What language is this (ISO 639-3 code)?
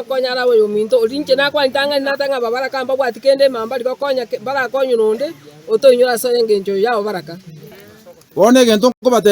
guz